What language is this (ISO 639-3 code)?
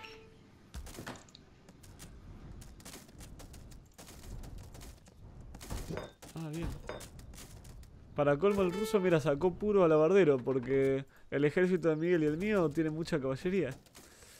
spa